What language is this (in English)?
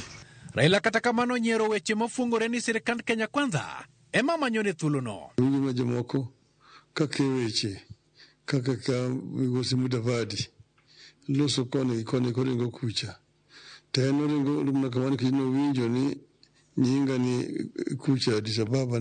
Luo (Kenya and Tanzania)